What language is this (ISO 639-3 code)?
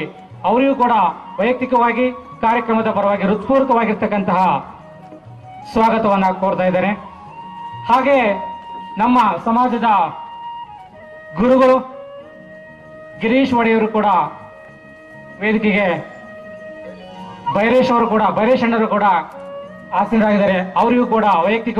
kan